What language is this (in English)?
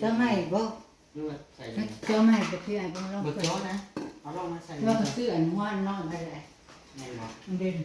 Northeastern Thai